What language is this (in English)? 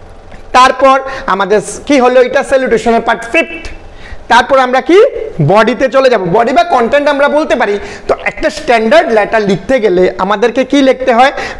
Bangla